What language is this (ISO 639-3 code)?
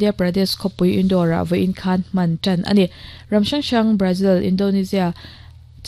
lus